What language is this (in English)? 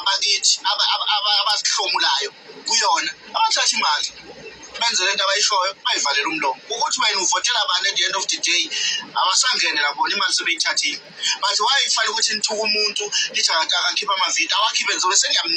Zulu